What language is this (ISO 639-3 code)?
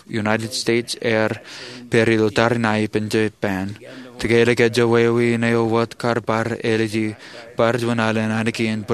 mah